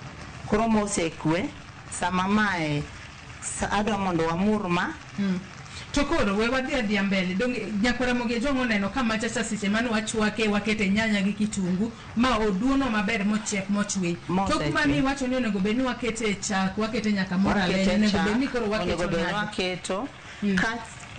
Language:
Luo (Kenya and Tanzania)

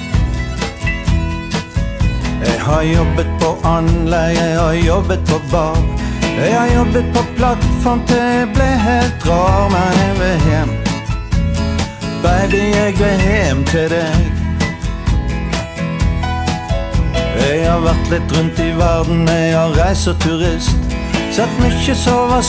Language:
Norwegian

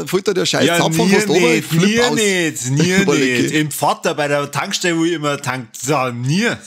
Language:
Bavarian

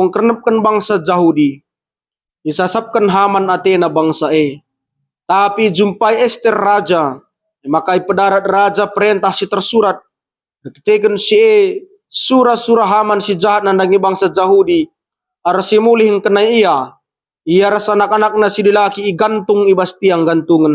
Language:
Batak Karo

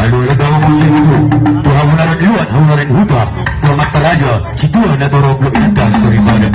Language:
Batak Toba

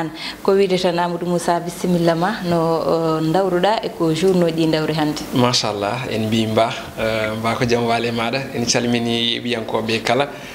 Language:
Fula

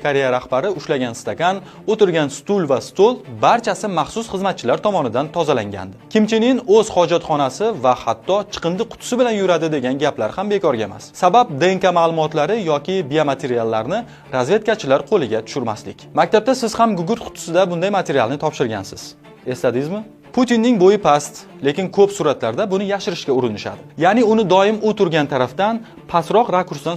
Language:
Uzbek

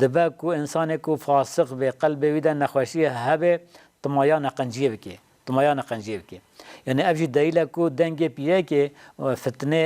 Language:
Kurdish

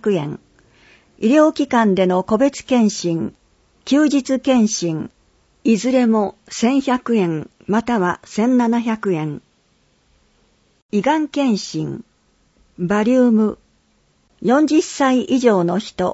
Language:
Japanese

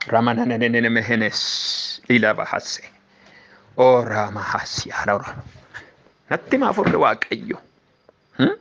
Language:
Oromo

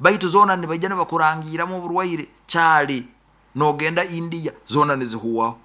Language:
Nyoro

